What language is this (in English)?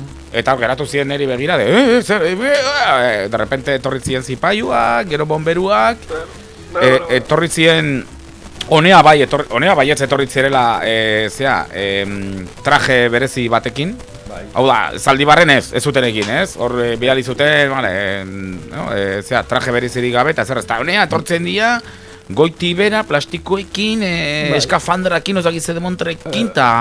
Basque